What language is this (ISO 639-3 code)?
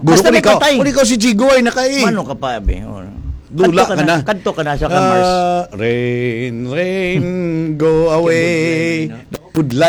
hil